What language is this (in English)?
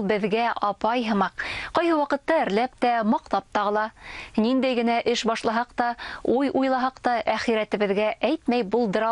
Bashkir